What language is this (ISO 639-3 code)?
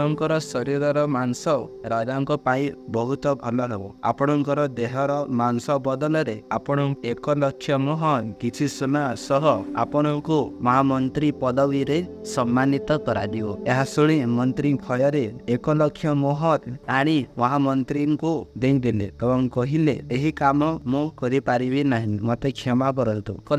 ori